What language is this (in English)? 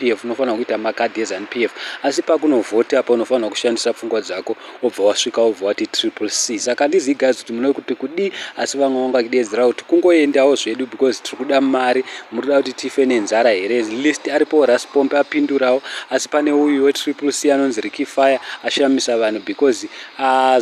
Shona